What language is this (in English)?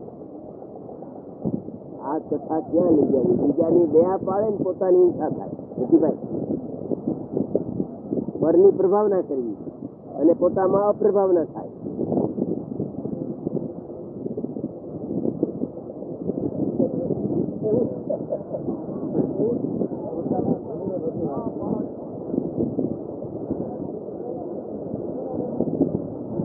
Gujarati